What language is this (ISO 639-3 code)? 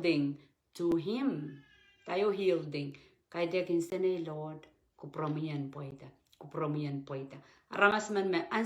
pon